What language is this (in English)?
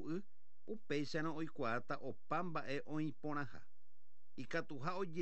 Guarani